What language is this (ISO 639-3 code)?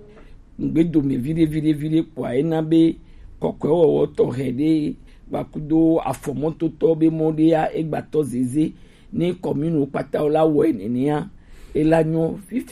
gej